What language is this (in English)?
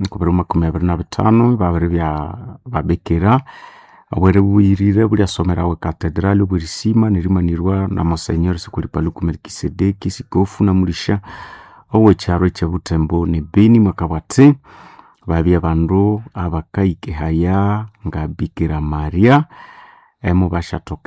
Nande